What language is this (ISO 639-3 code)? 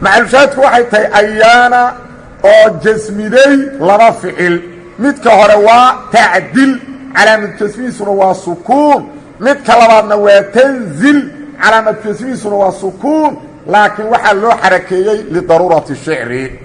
som